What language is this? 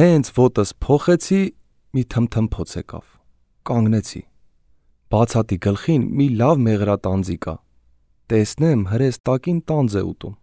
Armenian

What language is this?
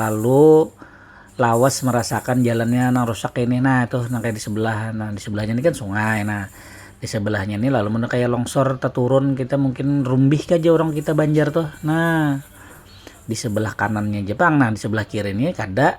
Banjar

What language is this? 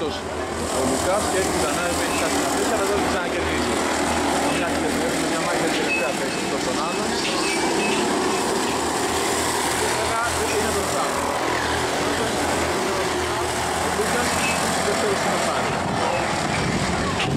Greek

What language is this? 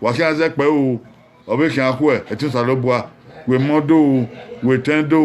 Bini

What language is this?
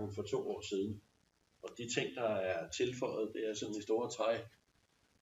Danish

